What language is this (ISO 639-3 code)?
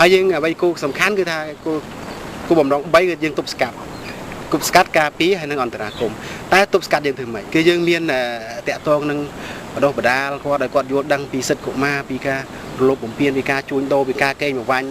khm